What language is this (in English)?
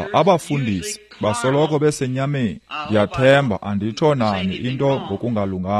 Xhosa